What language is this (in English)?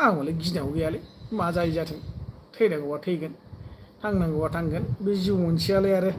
Bodo